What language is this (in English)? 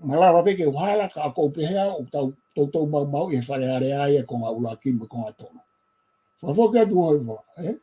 Tongan